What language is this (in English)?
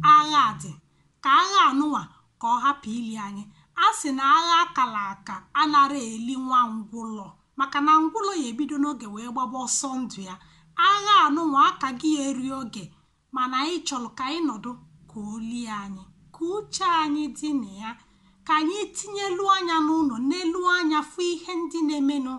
Igbo